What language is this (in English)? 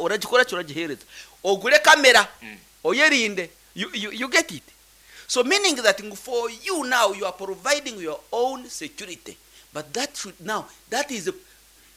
Nyankole